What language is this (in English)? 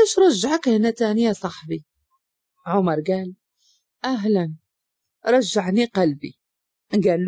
Moroccan Arabic